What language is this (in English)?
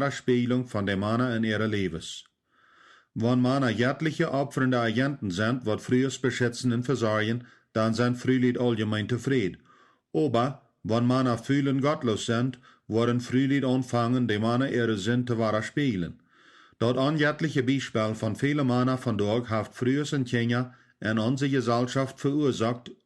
Plautdietsch